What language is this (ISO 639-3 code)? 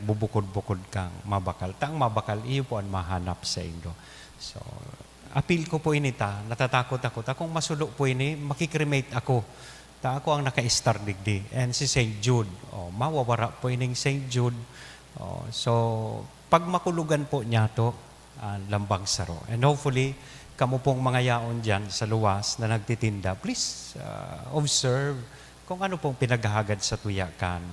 bik